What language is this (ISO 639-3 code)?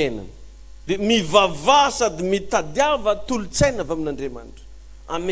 mlg